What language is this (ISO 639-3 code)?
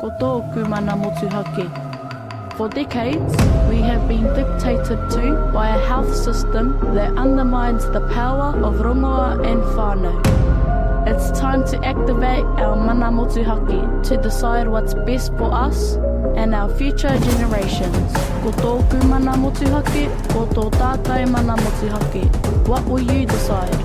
mri